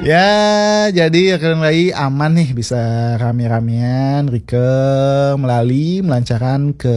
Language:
Balinese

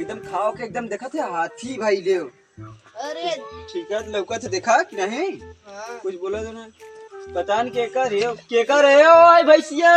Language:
Awadhi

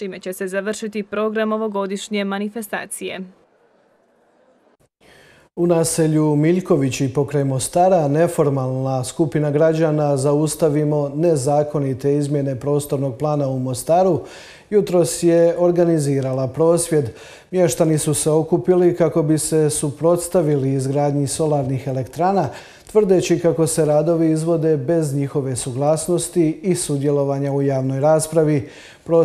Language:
Croatian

